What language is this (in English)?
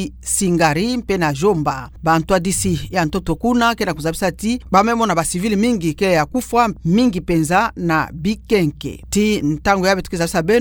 Kituba (Democratic Republic of Congo)